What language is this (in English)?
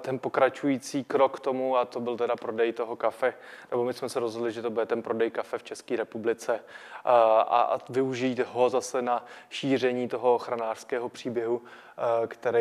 Czech